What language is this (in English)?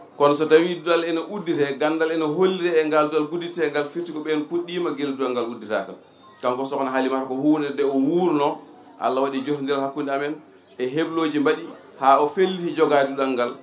Fula